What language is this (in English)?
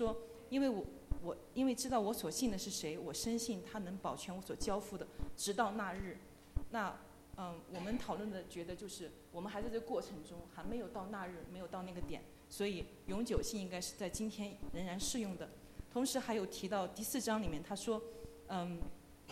Chinese